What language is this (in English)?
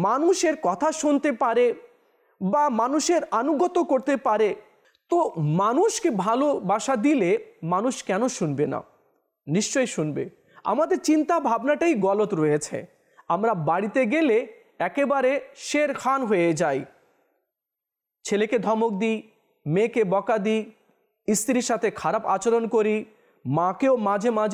Bangla